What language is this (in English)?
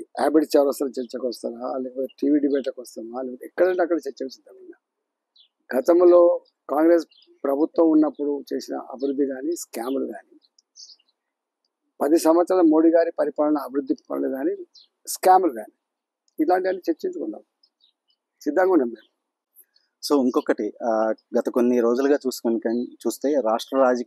Telugu